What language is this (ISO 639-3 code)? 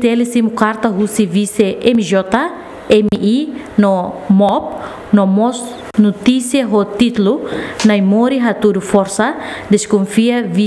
tet